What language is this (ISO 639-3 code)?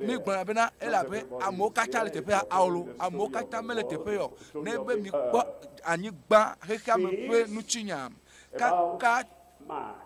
ewe